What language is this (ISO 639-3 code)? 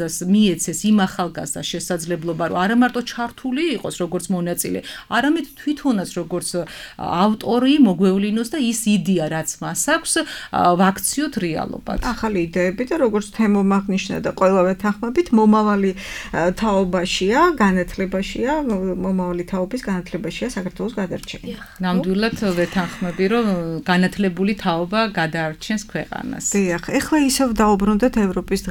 kat